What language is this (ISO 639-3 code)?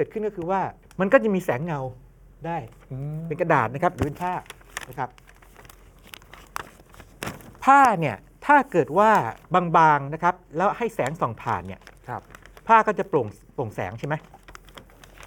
tha